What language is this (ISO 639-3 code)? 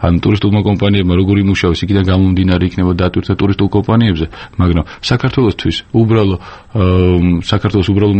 kat